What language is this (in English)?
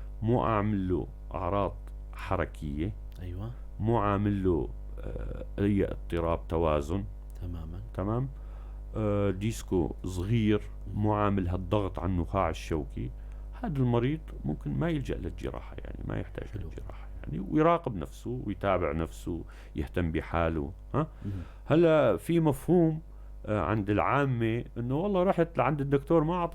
North Levantine Arabic